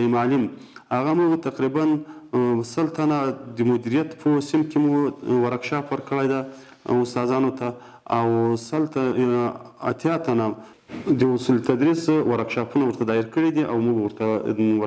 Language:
Pashto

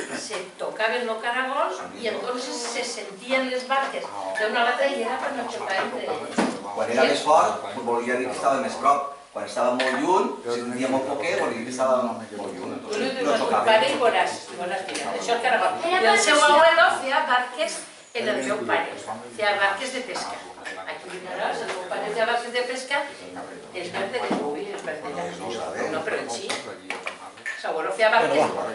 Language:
Catalan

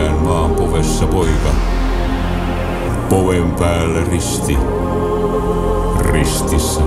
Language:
Finnish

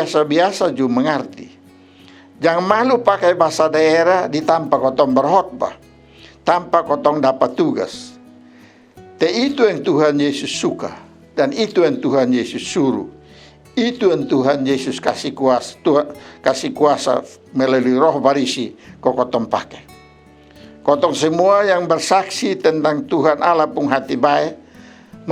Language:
Kupang Malay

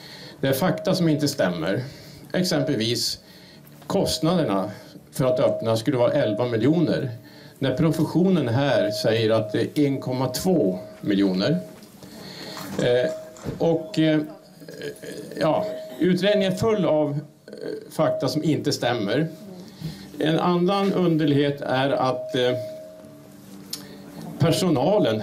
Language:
Swedish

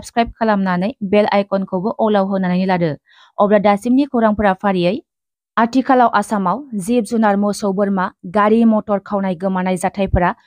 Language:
Bodo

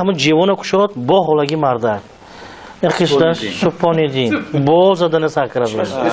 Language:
Tajik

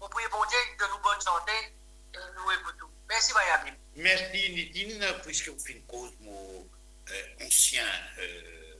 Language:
Morisyen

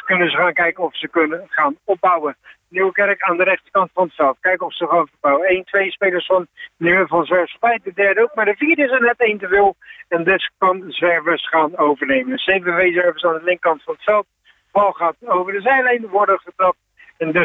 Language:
Dutch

